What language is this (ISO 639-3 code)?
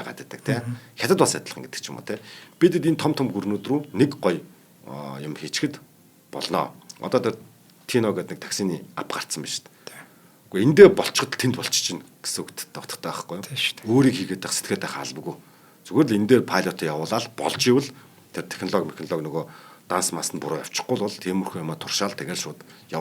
mon